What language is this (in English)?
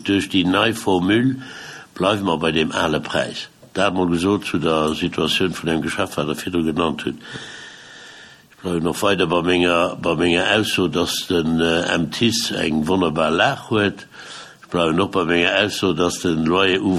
Luxembourgish